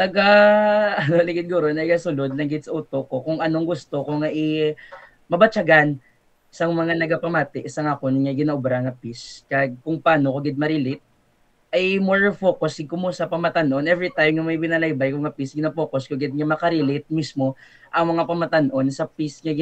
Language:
Hiligaynon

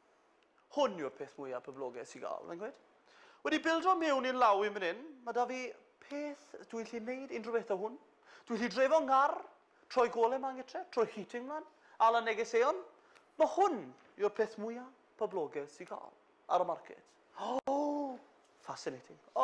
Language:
Welsh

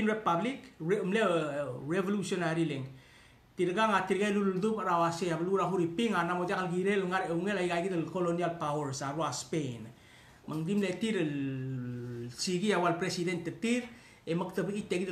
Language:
Palauan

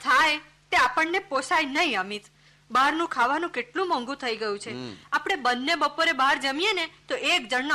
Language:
Gujarati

